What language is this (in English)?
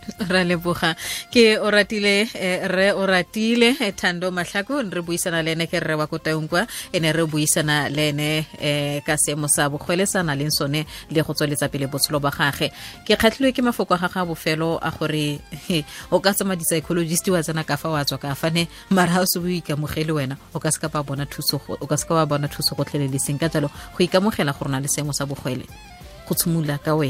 Tswana